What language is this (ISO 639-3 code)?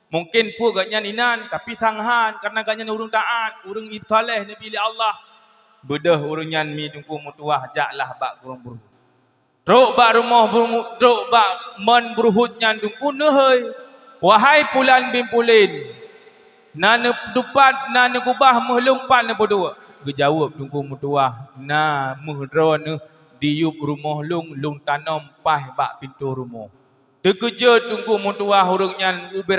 ace